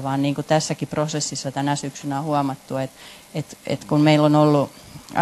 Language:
Finnish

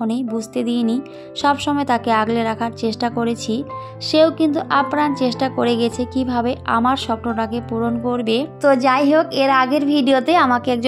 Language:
Bangla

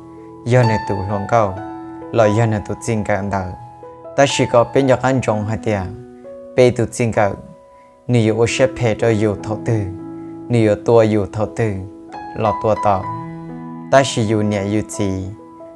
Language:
Hmong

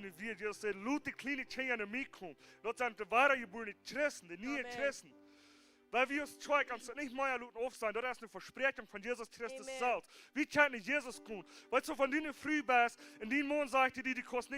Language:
Plautdietsch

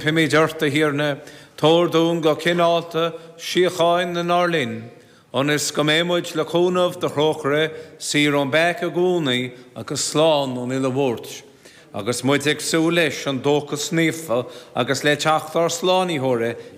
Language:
Irish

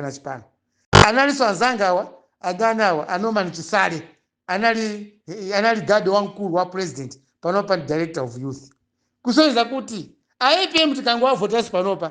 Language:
Nyanja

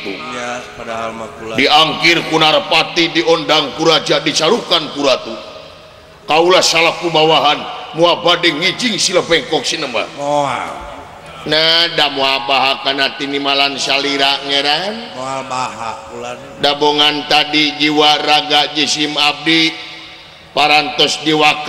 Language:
Sundanese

